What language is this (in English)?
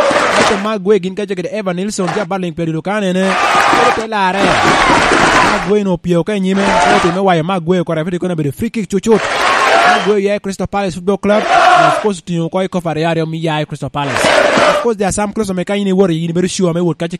Lango (Uganda)